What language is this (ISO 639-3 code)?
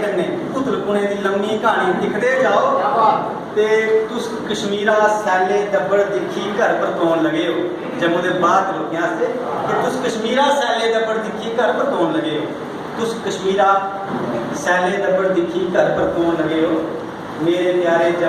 doi